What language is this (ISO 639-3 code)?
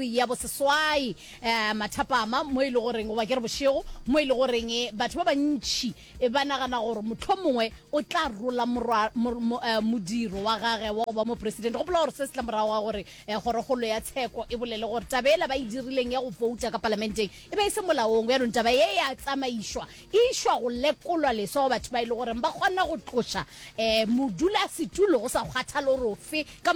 nso